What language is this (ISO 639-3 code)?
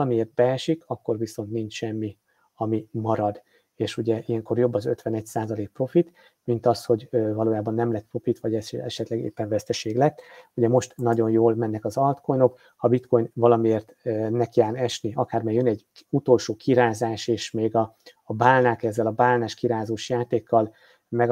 hun